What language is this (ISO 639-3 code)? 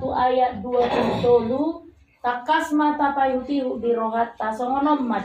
bbc